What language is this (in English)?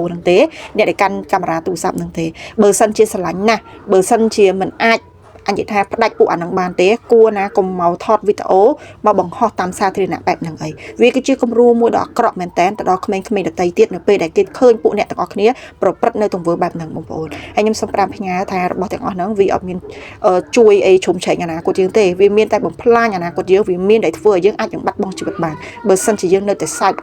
Khmer